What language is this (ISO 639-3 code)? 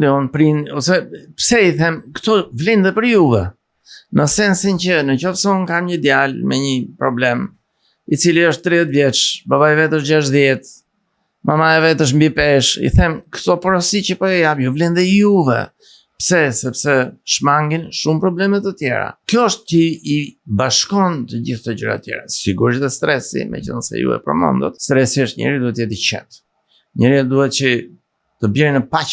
sqi